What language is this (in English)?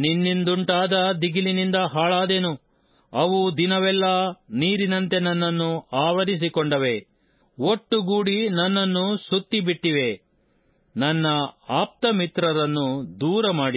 Kannada